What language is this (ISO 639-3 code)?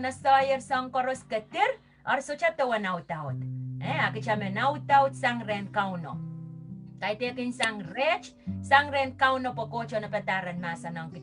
pon